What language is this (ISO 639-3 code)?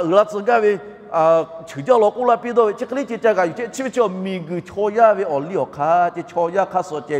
lhu